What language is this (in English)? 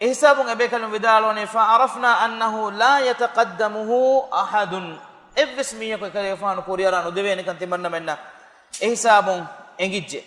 Divehi